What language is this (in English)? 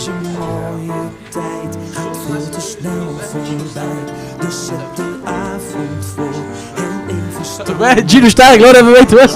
Limburgish